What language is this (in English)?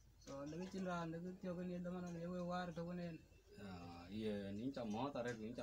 Dinka